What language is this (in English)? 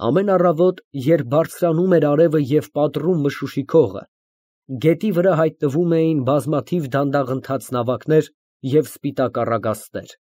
Armenian